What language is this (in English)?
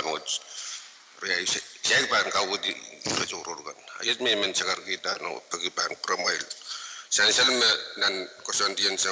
Pohnpeian